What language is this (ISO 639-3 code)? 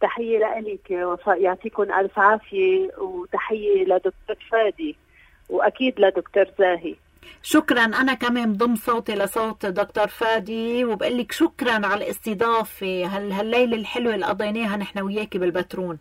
apc